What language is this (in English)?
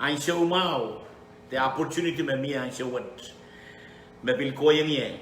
Pohnpeian